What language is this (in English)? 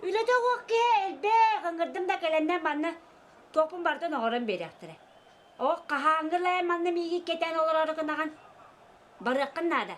Yakut